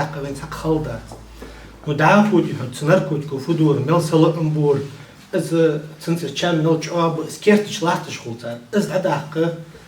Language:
Ingush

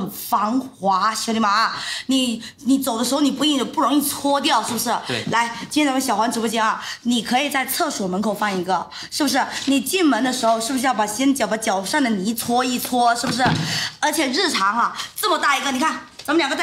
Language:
Chinese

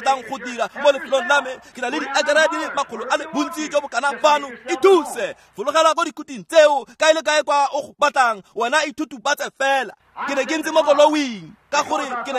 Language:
Tswana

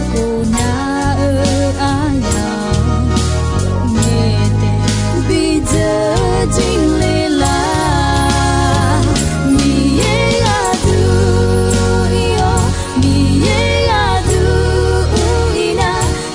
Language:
Akha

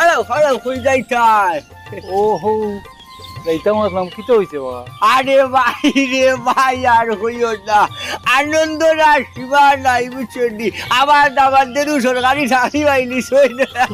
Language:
Sylheti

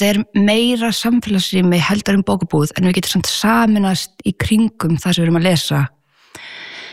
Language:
Icelandic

